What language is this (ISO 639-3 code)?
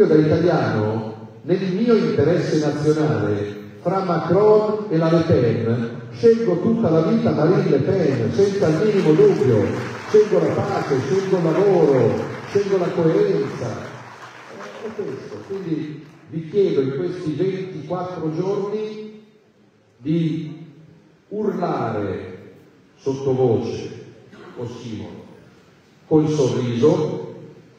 ita